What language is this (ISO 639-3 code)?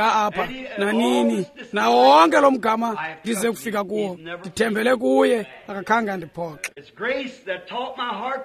xho